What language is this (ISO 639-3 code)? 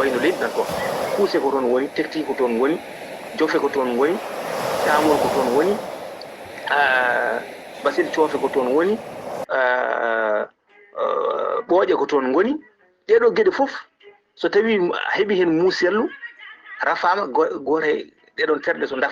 ful